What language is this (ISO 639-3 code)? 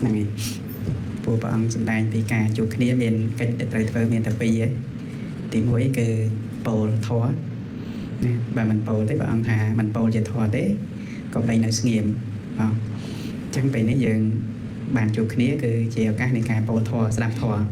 khm